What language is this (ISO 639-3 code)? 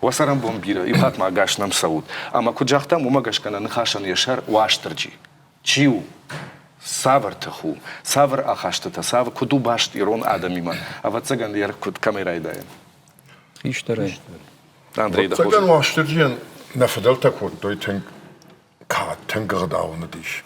oss